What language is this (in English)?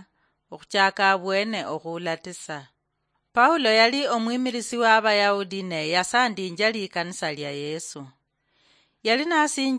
Luyia